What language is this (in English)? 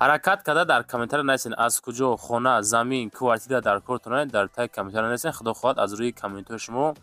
Tajik